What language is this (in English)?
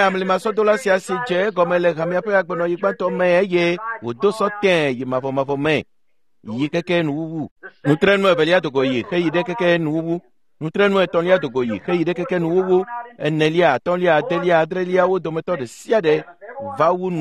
Ewe